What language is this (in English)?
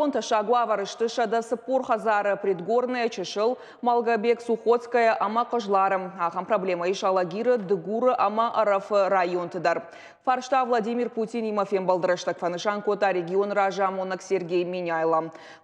Ossetic